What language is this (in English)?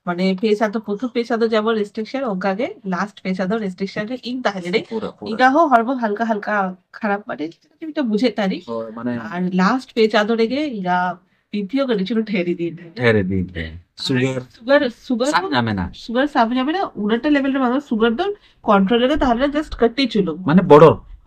Santali